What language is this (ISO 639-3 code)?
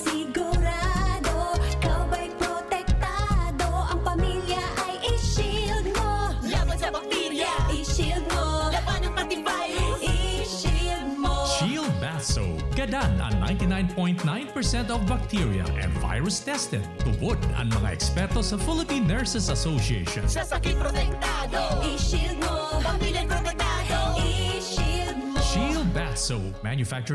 bik